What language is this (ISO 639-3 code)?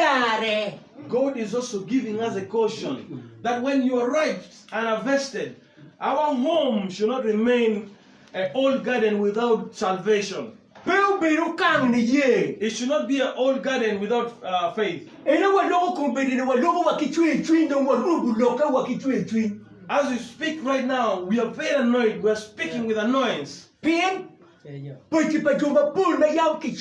ach